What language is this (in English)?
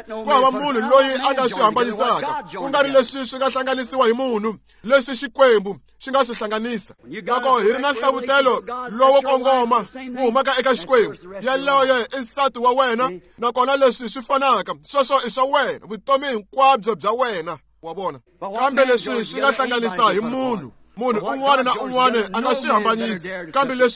Tsonga